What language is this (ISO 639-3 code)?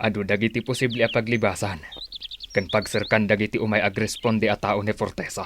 ilo